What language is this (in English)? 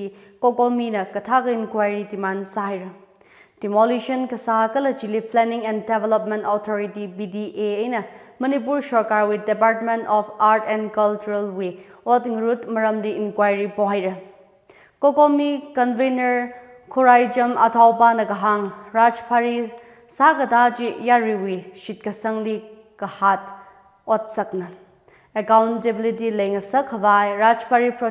Tangkhul Naga (India)